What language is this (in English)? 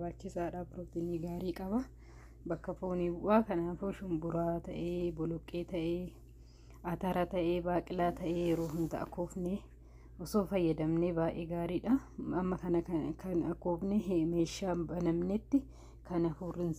Oromo